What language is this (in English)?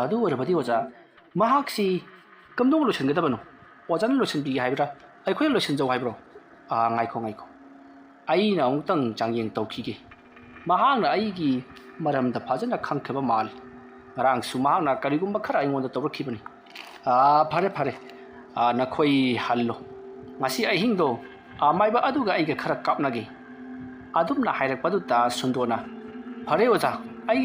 Manipuri